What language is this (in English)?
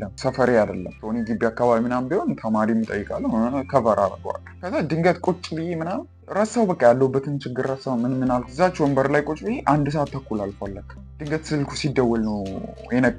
Amharic